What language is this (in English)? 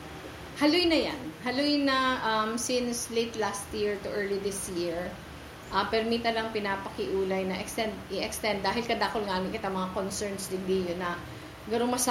Bikol